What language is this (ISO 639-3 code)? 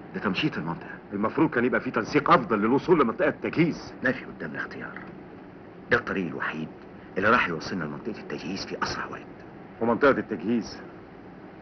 arz